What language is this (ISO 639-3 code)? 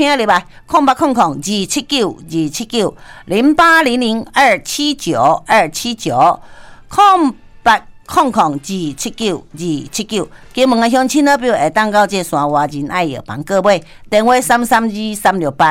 nan